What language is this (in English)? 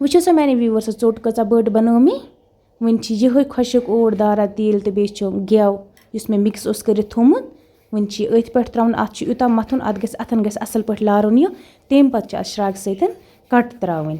Kashmiri